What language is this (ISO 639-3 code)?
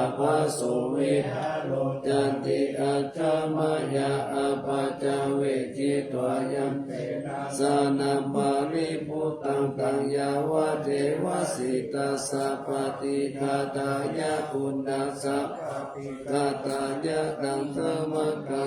pli